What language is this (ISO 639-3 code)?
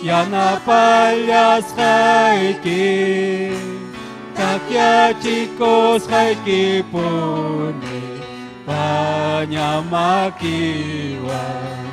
quy